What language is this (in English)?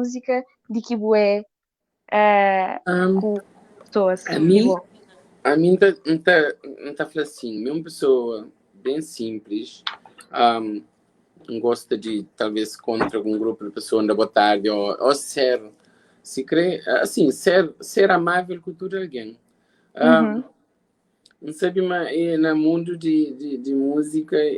Kabuverdianu